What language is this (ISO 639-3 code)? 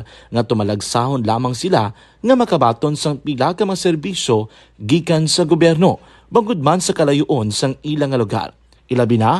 hil